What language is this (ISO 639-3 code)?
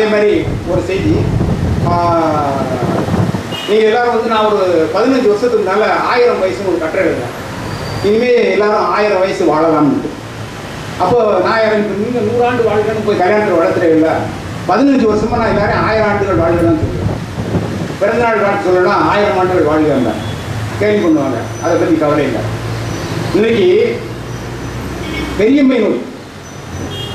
tam